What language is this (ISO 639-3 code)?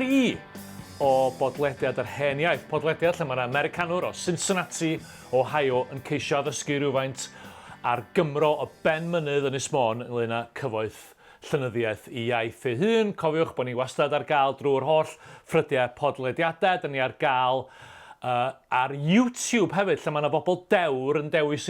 cym